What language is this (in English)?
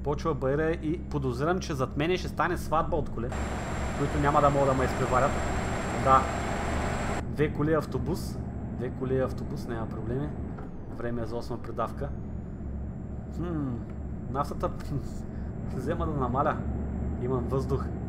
Bulgarian